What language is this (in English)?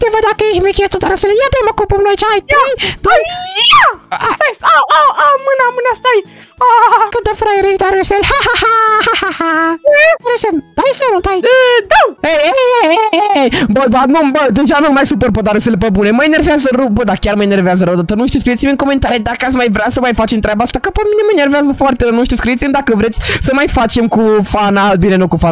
Romanian